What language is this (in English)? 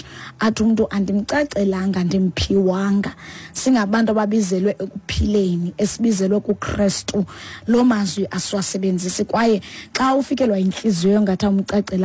Xhosa